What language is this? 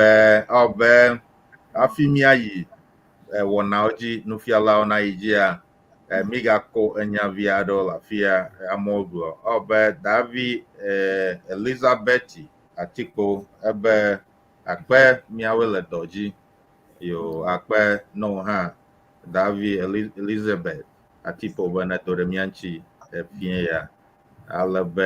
Ewe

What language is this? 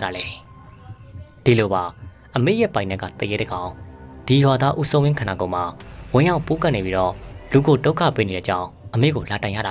Burmese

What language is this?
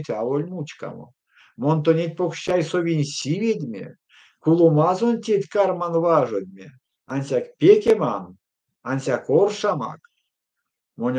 Erzya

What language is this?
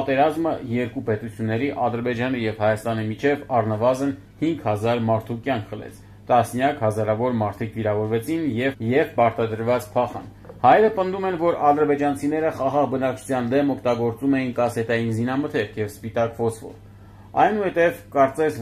Armenian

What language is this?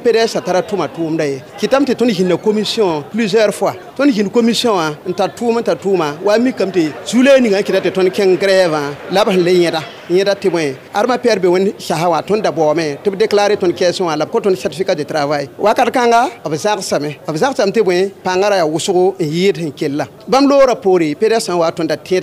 Mossi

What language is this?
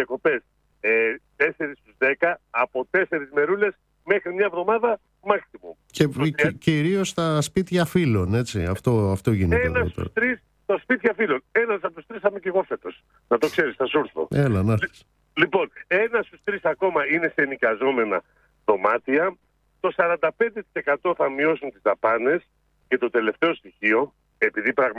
Greek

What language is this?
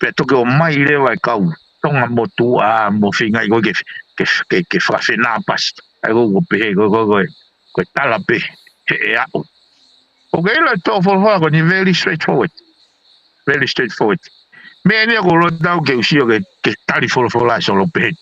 Tongan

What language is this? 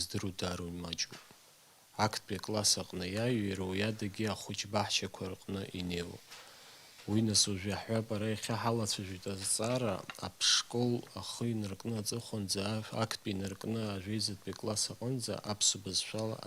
Abkhazian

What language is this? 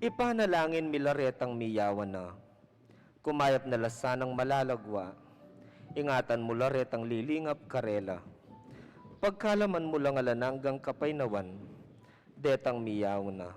Pampanga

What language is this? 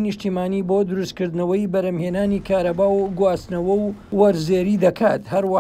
Central Kurdish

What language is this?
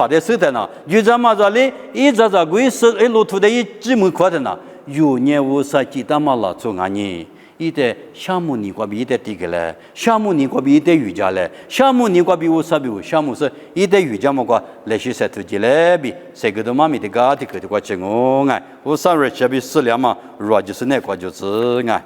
Lisu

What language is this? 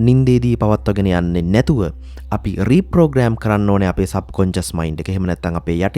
Sinhala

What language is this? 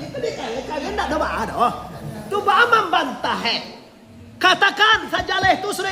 Minangkabau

